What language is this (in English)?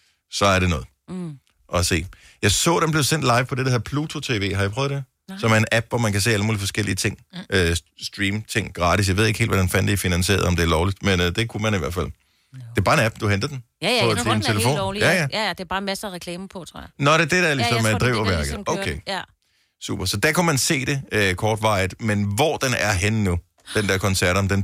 Danish